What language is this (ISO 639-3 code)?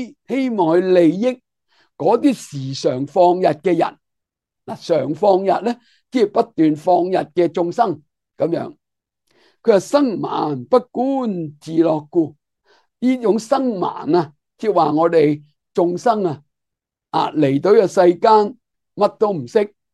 yue